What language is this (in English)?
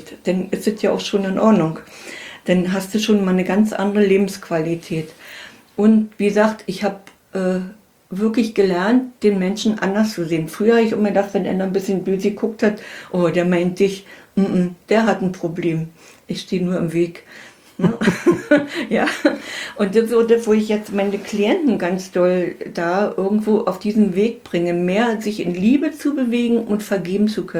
German